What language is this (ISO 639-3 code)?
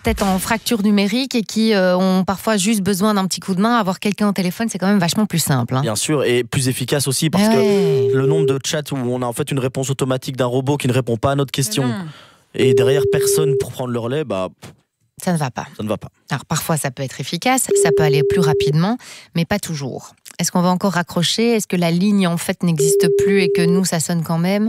fra